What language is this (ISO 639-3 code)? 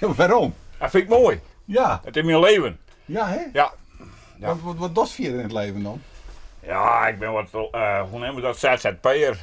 fry